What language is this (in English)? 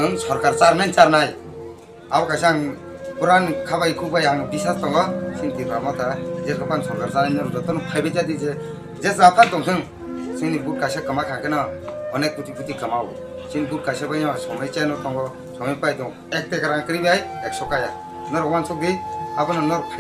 Kok Borok